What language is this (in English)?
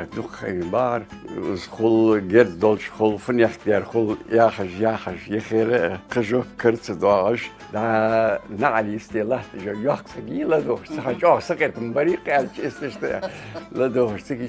Ingush